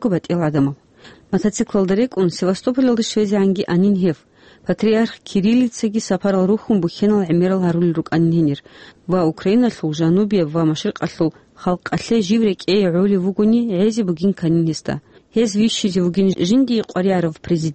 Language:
Avaric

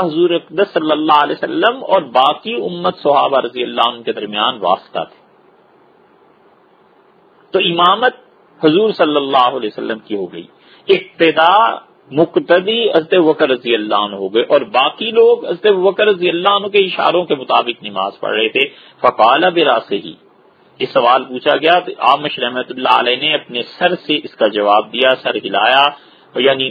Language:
Urdu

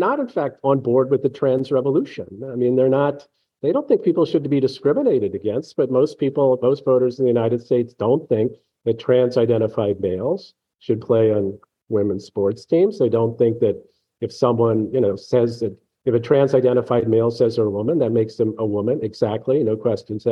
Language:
English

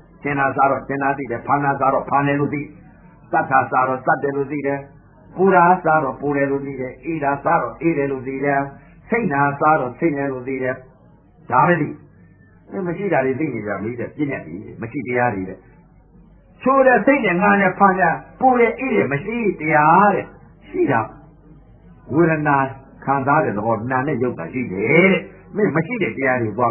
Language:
Burmese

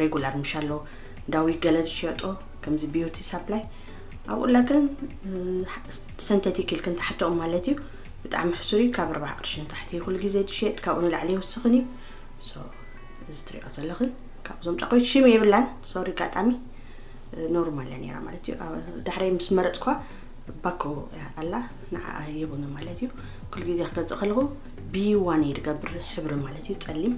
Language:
Tigrinya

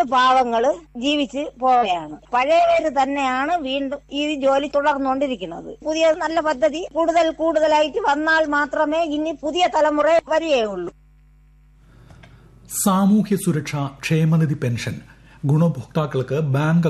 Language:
Malayalam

